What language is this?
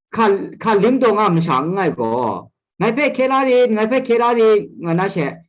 Kachin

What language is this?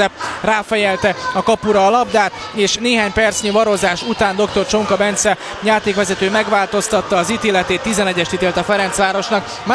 Hungarian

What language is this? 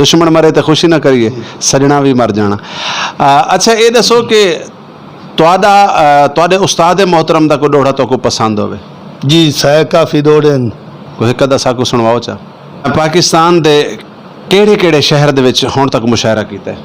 Saraiki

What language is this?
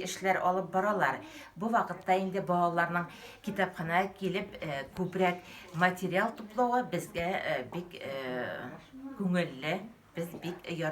Tatar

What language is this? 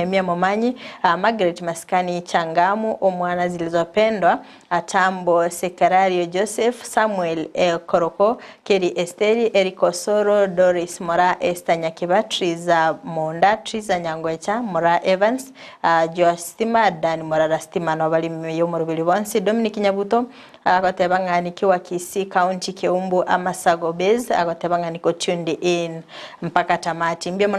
Gusii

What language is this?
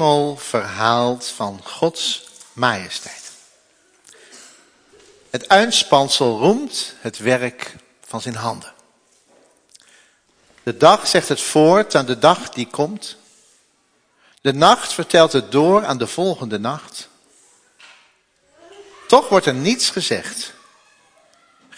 Dutch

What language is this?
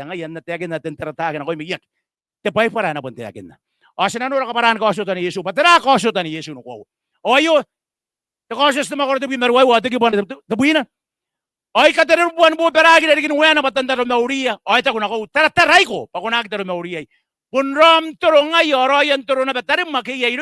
Gilbertese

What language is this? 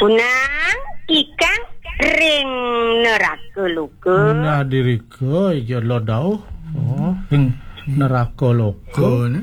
Balinese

